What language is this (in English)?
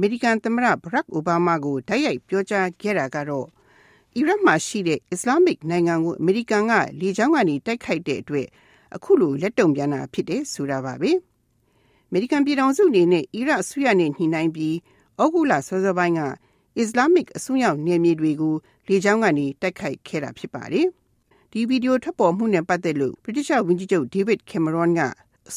Burmese